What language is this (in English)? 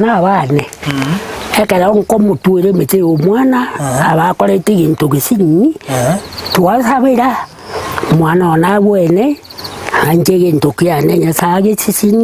Gusii